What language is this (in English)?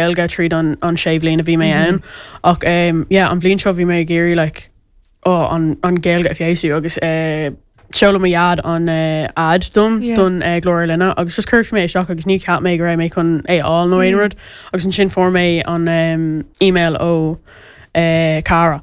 Irish